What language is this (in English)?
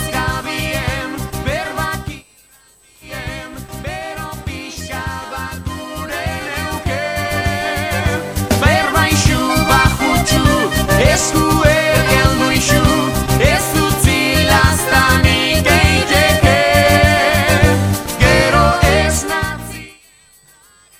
Basque